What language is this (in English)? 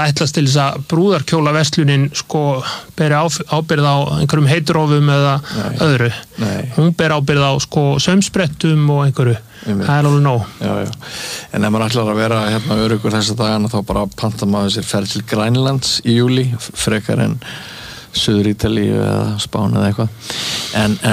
Icelandic